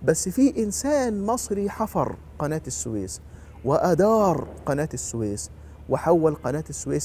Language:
Egyptian Arabic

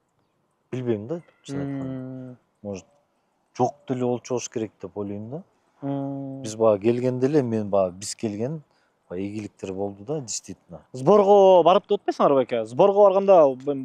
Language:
Kyrgyz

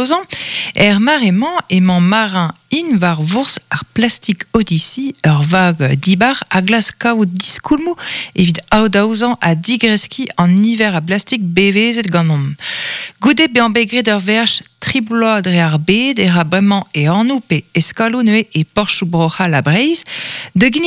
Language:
Breton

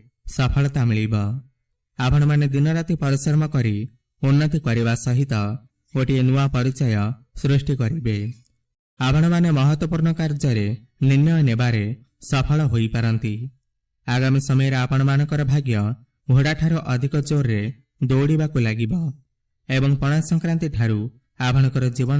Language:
Odia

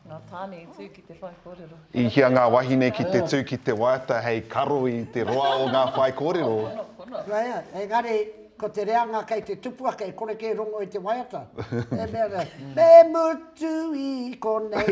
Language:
Māori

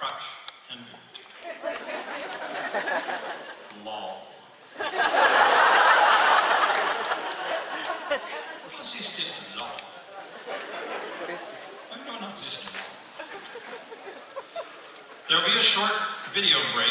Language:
English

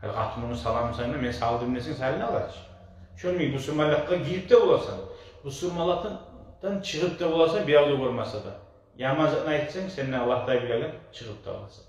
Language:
Kumyk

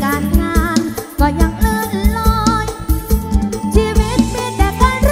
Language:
Northeastern Thai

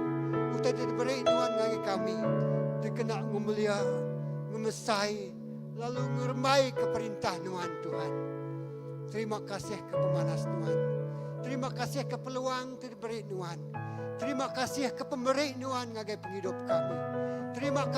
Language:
Iban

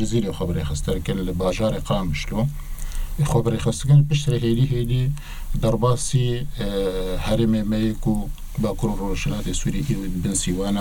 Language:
Kurdish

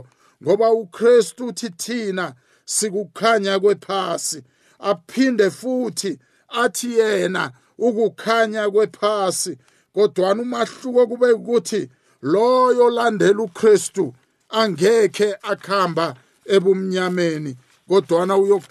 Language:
South Ndebele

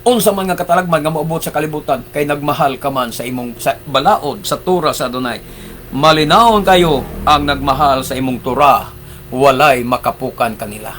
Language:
Cebuano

